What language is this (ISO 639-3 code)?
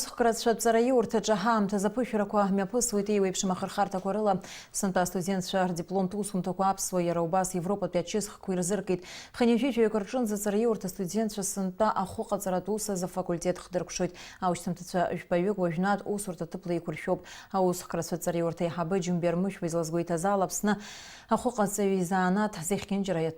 abk